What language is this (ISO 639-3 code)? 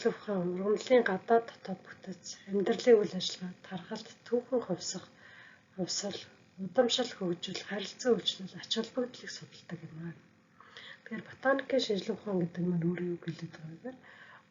mon